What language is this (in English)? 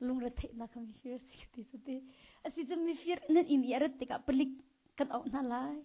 Hakha Chin